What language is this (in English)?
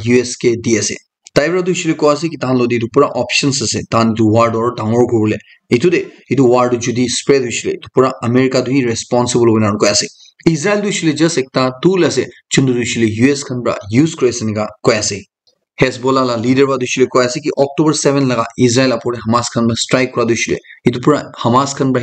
Naga Pidgin